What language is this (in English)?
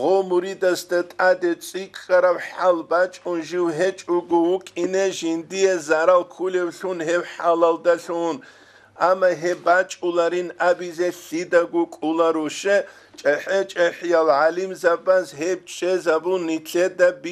Avaric